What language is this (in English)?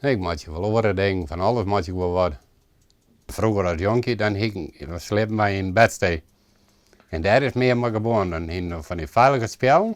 Western Frisian